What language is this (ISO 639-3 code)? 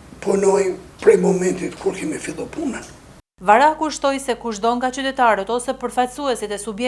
sqi